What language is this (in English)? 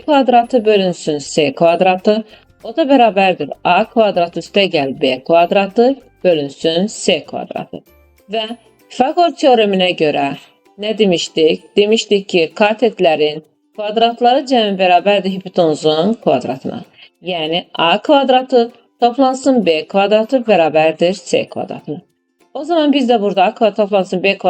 Azerbaijani